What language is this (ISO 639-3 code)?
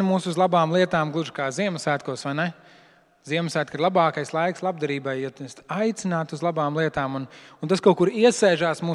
lav